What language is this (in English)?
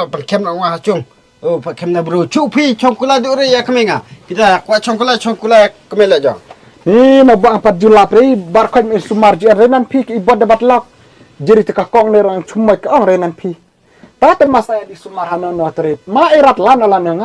Khasi